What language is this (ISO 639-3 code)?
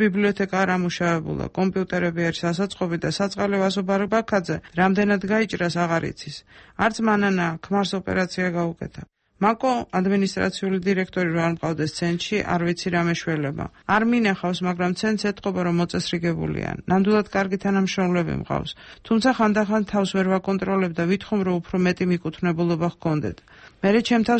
kat